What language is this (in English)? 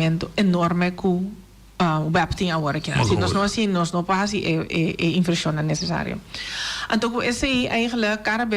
Papiamento